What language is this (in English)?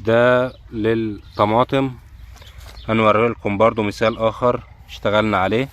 Egyptian Arabic